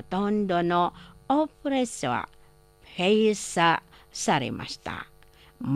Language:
Japanese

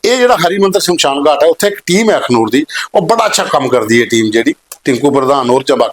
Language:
Dogri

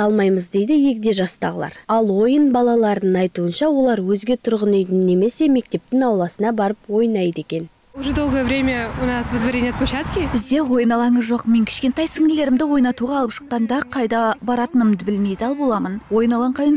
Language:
Kazakh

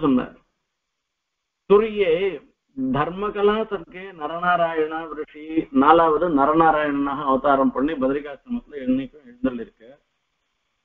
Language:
Tamil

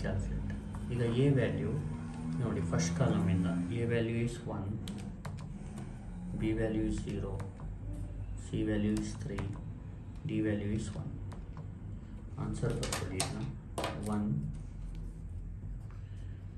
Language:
Kannada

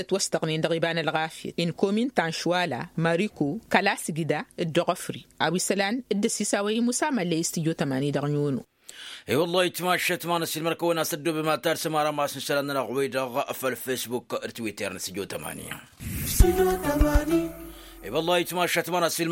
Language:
Tamasheq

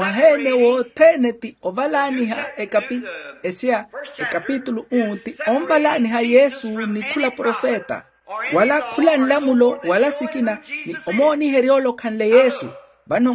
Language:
Makhuwa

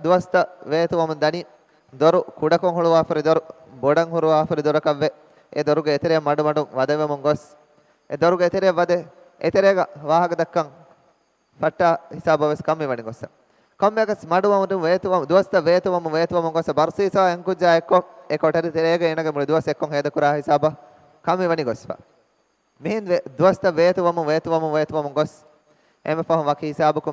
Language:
Divehi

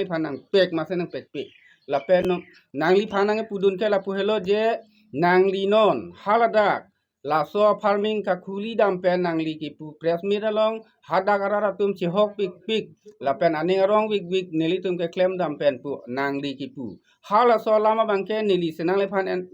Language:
Karbi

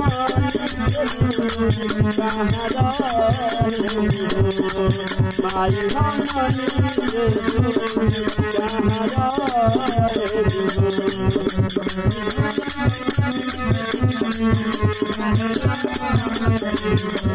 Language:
Bhojpuri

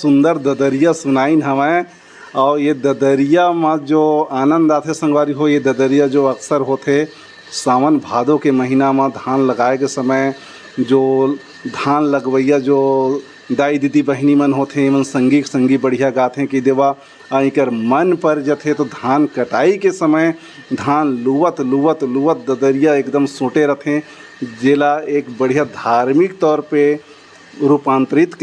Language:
Chhattisgarhi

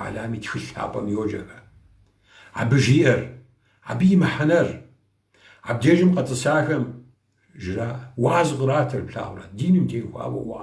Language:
Kabardian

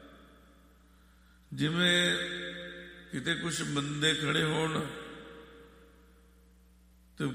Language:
Punjabi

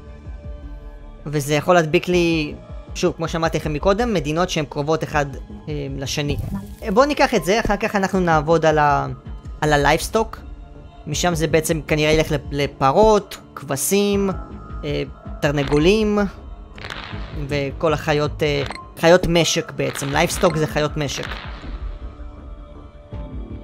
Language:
Hebrew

